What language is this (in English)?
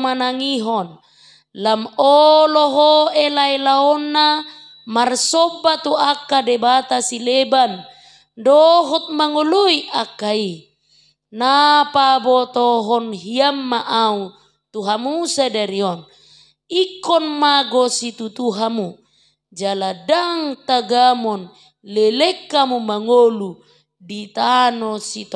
Batak Toba